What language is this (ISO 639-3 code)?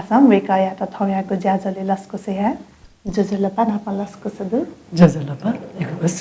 new